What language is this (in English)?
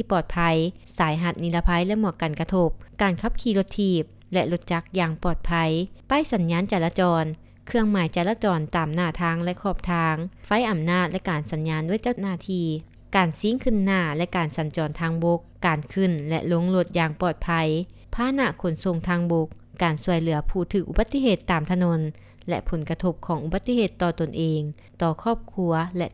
Lao